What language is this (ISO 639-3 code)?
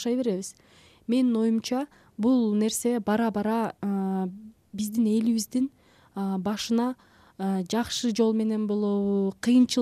kir